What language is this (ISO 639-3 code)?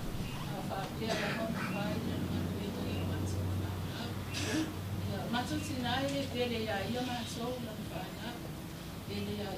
smo